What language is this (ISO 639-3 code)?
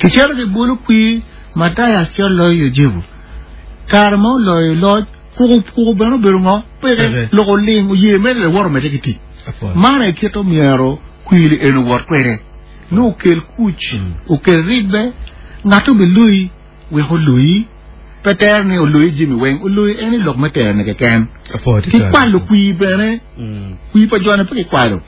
ach